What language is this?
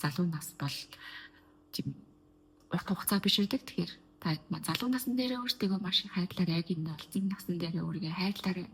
Mongolian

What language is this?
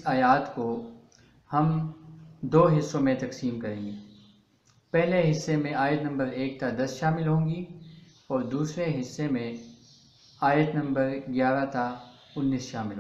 Urdu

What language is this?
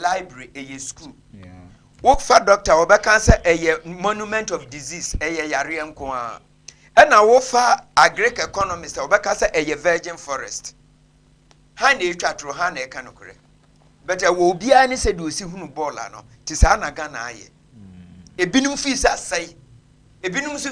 Akan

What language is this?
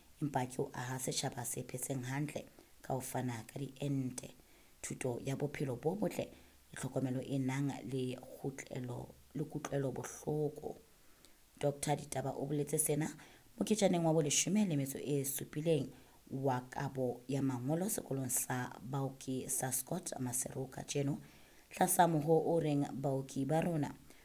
Southern Sotho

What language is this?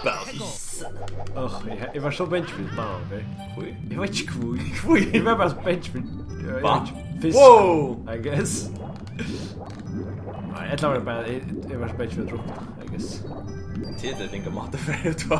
Faroese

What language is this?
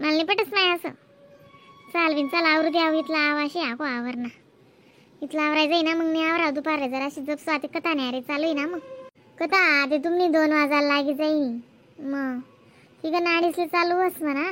Khandesi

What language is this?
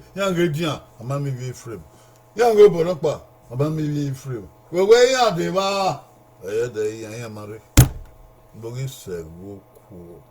Bini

